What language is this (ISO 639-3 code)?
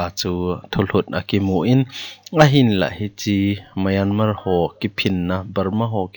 tcz